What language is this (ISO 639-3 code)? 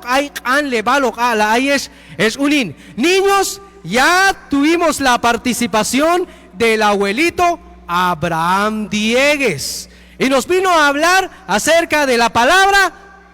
kjb